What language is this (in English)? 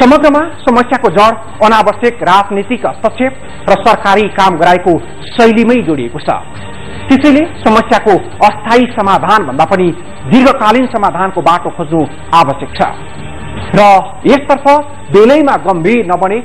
Nepali